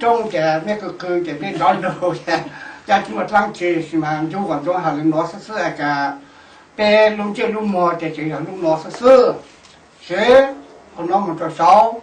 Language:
Hmong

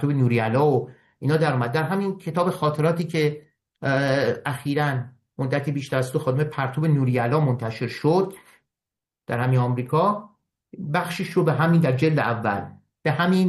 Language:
Persian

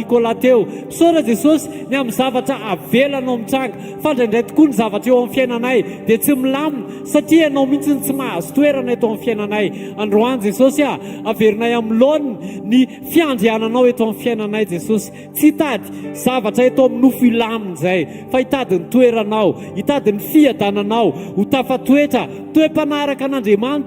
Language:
Malagasy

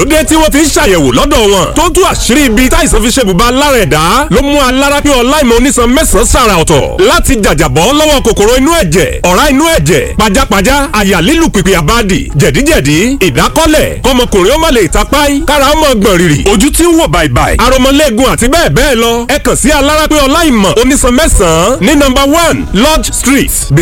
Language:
Yoruba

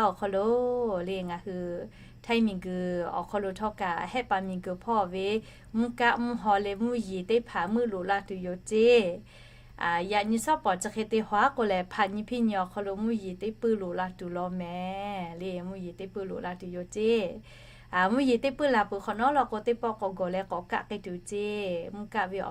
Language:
Lahu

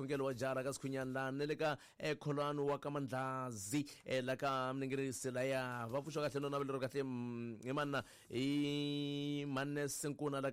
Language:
Tsonga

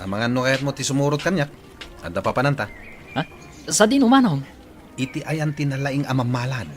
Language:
Iloko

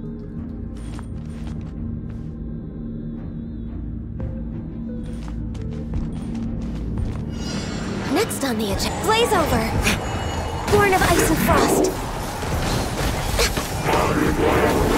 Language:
English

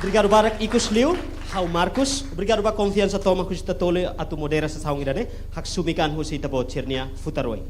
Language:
Tetum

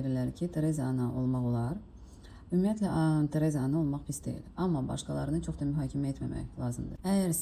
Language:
Azerbaijani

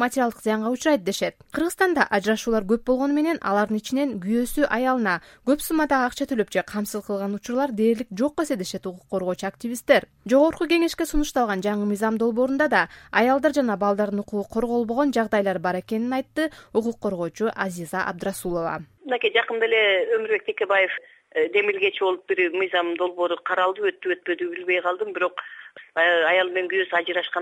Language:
Kyrgyz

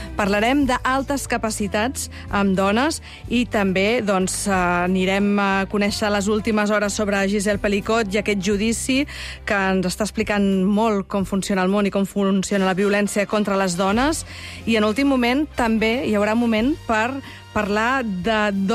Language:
Catalan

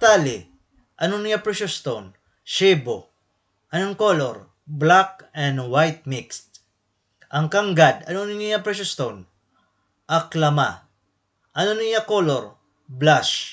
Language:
Waray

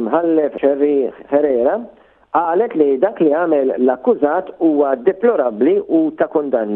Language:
Maltese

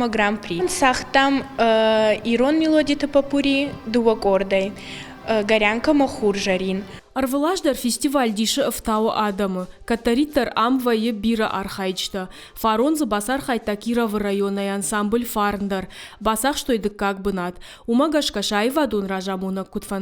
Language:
Ossetic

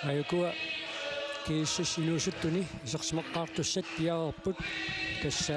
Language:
Kalaallisut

